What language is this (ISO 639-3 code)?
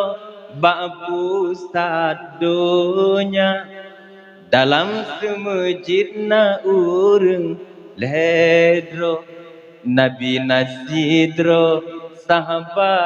ace